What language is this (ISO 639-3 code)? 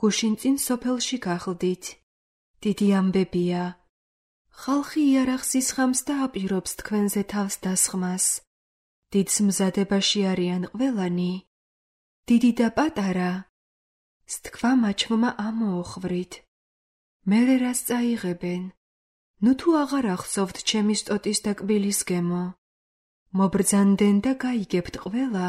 kat